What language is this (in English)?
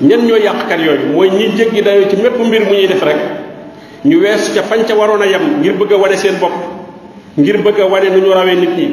Wolof